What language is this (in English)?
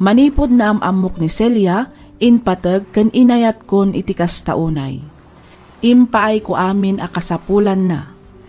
Iloko